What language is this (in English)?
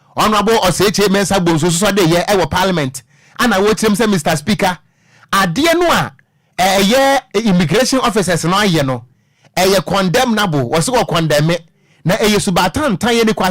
Akan